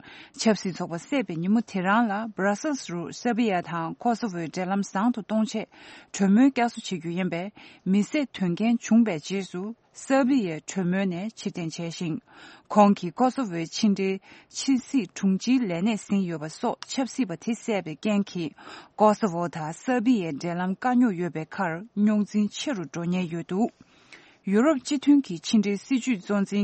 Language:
Tibetan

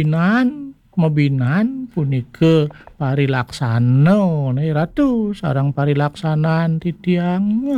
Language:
Balinese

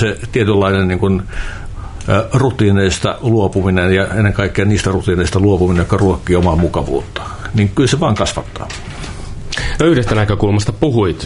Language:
Finnish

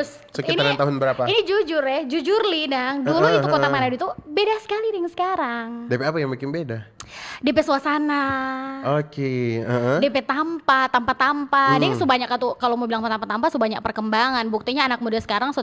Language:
Manado Malay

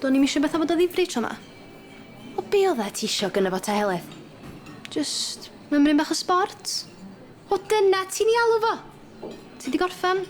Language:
Welsh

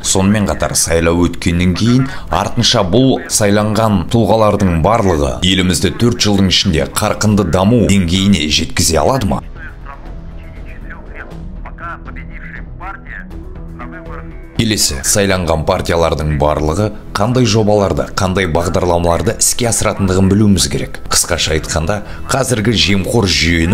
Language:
Kazakh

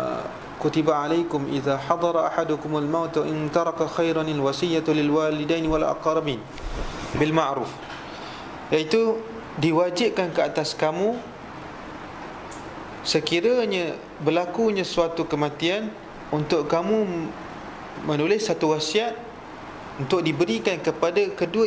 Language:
Malay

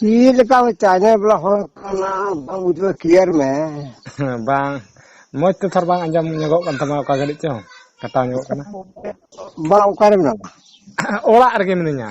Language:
Santali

